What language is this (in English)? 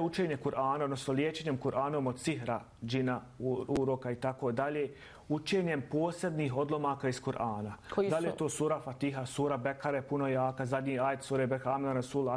Bosnian